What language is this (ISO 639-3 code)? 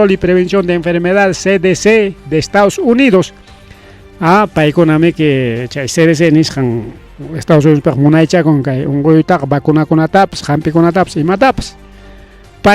quy